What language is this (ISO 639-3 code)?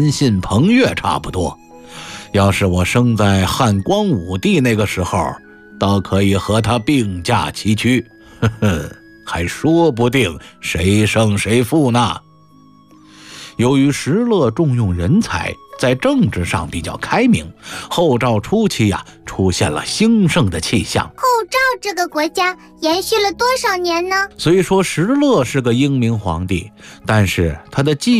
zho